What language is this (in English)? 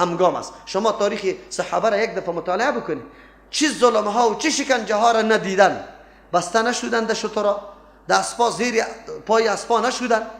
Persian